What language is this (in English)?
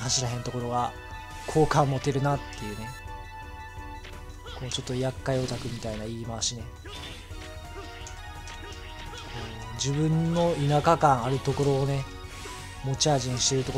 Japanese